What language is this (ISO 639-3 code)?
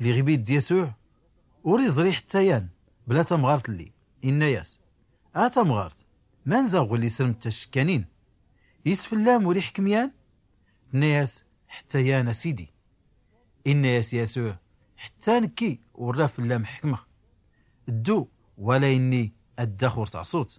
shi